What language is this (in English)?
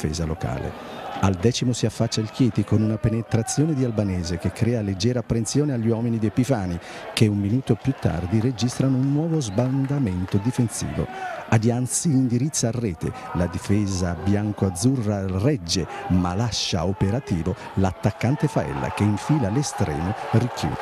Italian